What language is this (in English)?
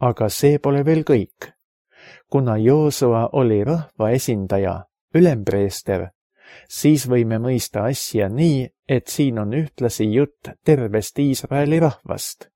Estonian